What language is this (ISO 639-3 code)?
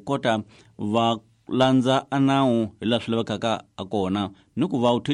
tso